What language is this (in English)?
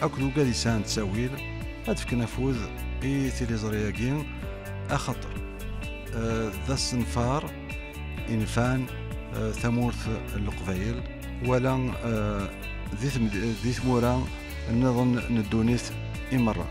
Kabyle